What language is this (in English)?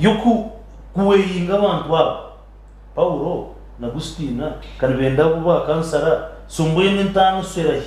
Nyankole